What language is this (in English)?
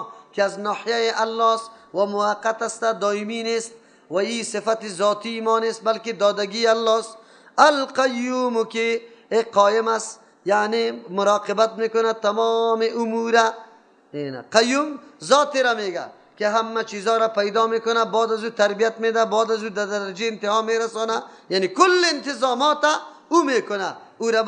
Persian